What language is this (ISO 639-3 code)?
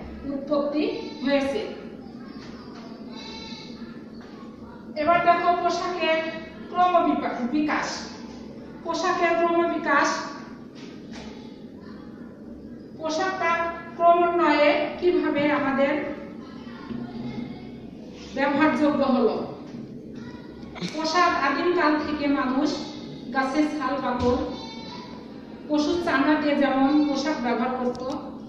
ben